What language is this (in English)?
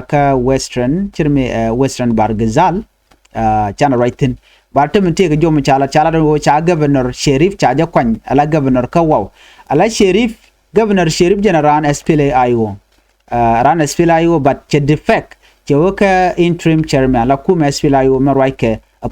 Nuer